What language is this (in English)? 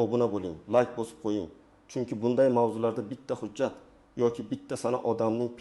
Uzbek